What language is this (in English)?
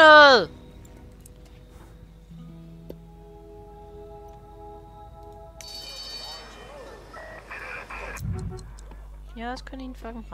Danish